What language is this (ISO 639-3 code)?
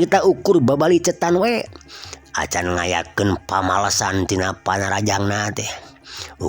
sun